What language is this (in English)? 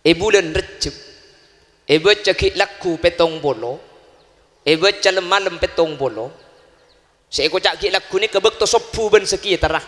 Madurese